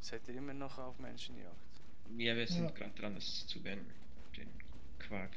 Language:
Swiss German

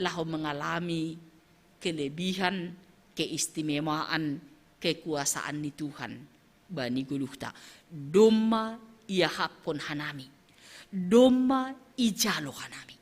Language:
Batak Simalungun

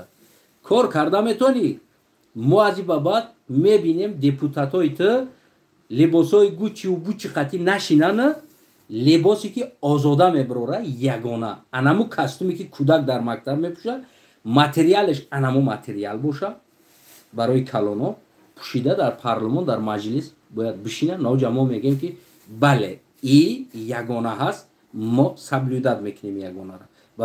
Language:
Tajik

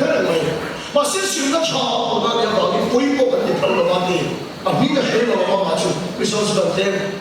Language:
Mizo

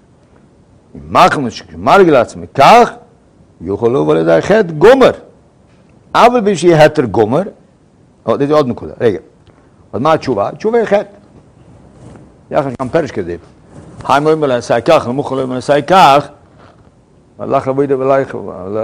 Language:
Hebrew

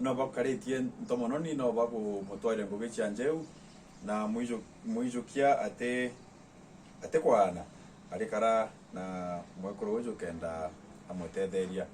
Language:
Meru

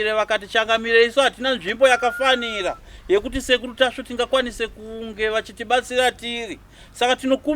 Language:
Shona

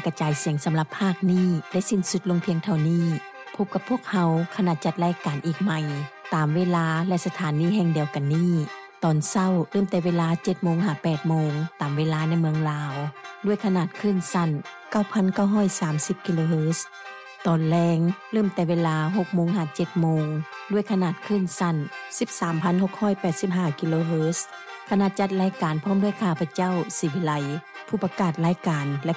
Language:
Lao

